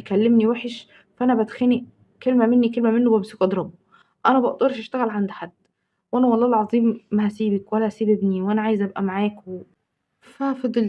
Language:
Egyptian Arabic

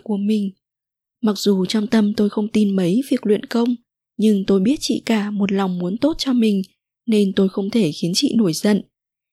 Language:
Vietnamese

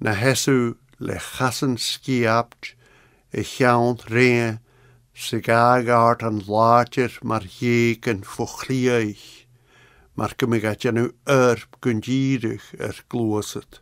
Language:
Scottish Gaelic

